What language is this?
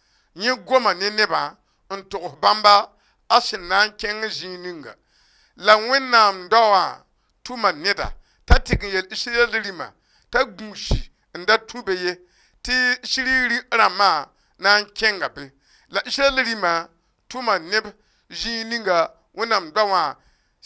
Mossi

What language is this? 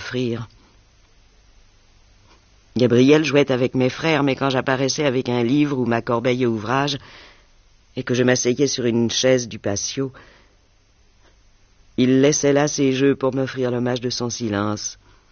French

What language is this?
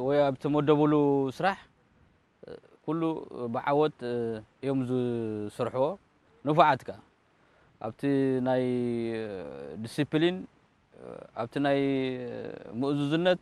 Tigrinya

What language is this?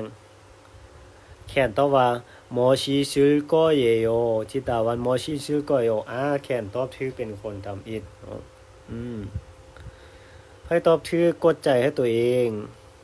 Lao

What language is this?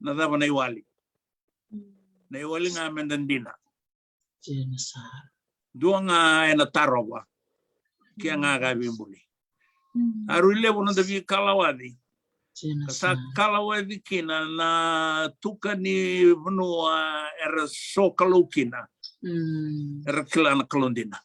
Fijian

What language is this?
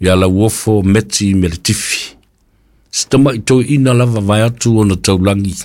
Samoan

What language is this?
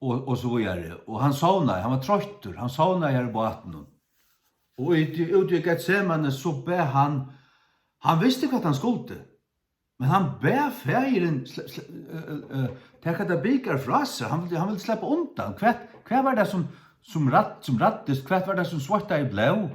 Faroese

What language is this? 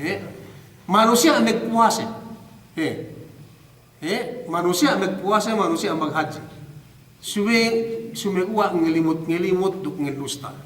Yakan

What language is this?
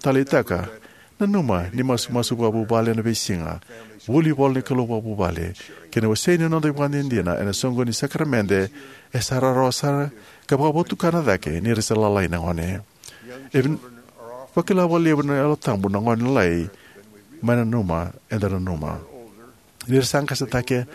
Fijian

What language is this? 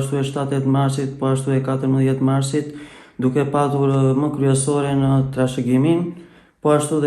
Albanian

